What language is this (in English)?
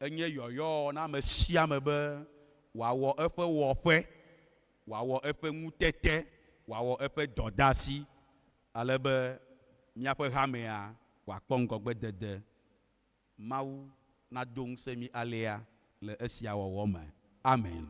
Ewe